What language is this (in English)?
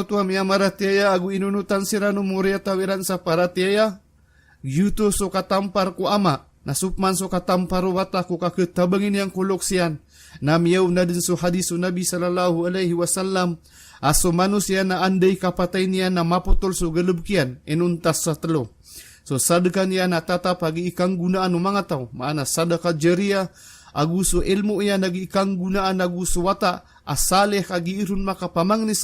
Maranao